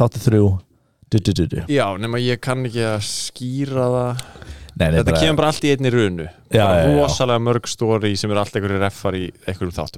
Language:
Icelandic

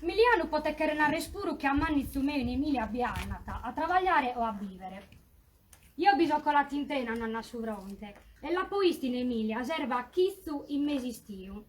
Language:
Sardinian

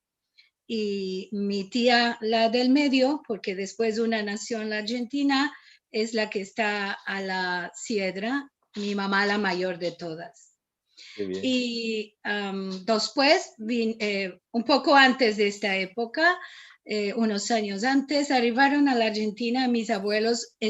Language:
Ladino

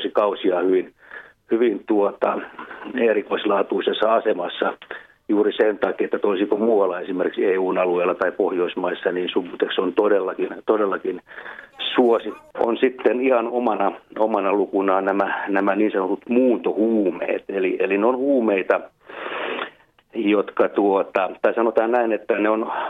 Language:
Finnish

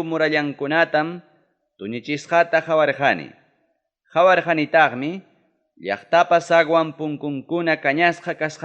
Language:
Ayacucho Quechua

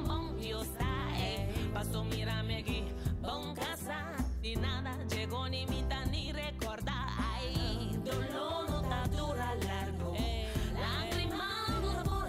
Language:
Papiamento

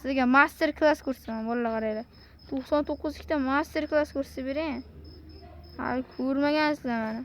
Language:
Uzbek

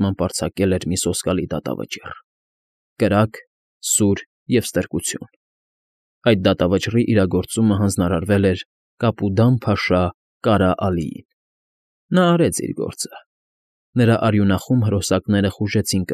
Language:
Armenian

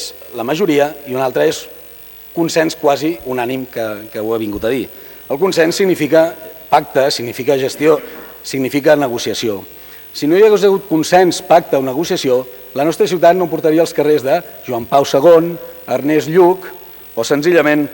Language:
Catalan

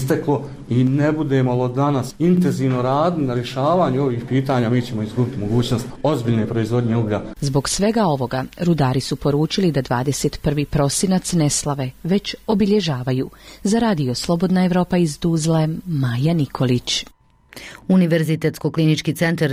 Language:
Bosnian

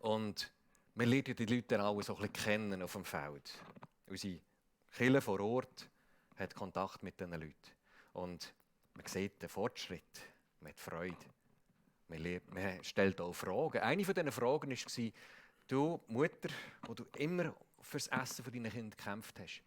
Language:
Swiss German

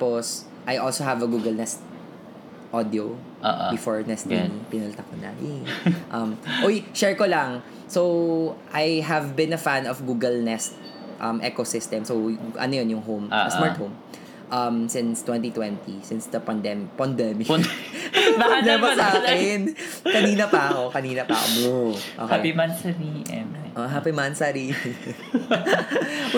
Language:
Filipino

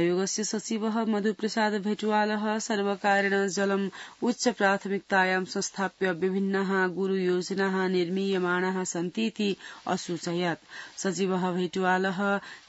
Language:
Sanskrit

